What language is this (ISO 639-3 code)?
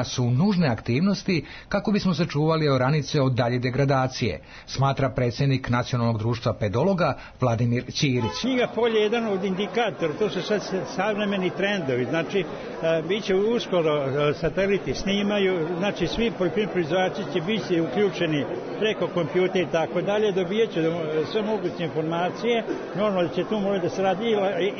srp